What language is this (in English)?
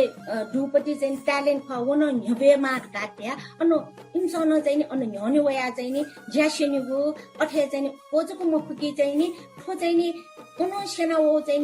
Newari